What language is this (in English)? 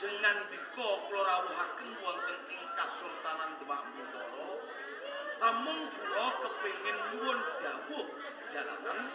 Javanese